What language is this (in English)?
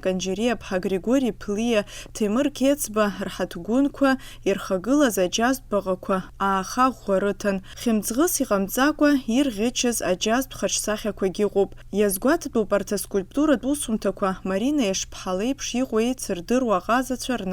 Abkhazian